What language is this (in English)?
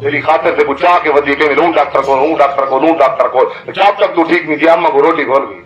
Saraiki